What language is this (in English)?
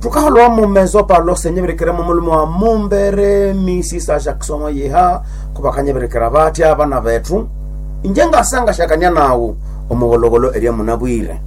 Nande